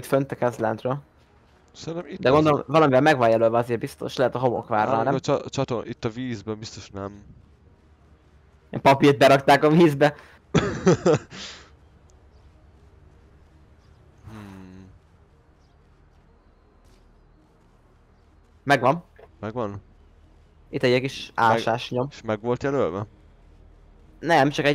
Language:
Hungarian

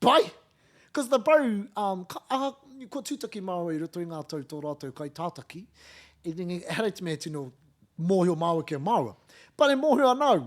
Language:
Māori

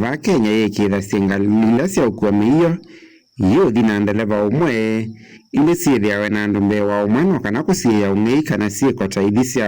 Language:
Kamba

